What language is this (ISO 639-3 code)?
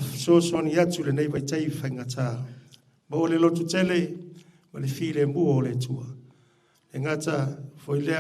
smo